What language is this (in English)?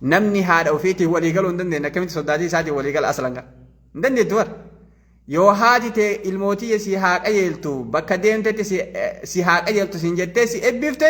Oromo